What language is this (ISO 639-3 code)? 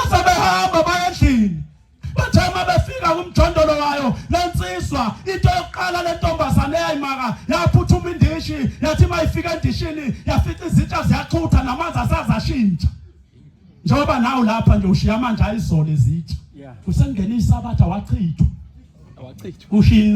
zul